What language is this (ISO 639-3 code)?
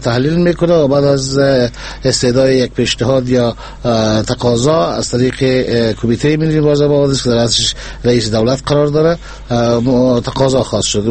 fas